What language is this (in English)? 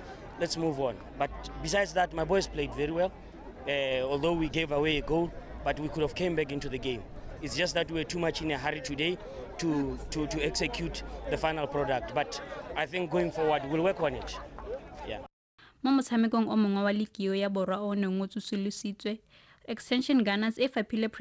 Tswana